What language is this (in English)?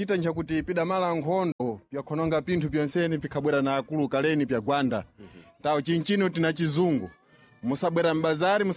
Sena